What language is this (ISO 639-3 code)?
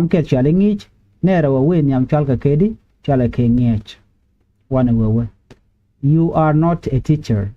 nus